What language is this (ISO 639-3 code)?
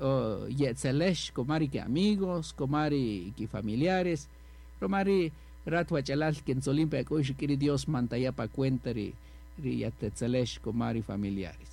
cak